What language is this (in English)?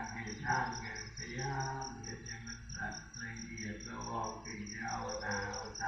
Northeastern Thai